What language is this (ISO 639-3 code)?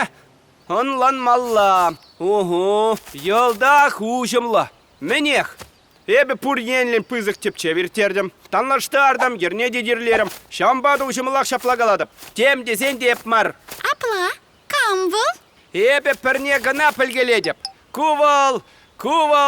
chv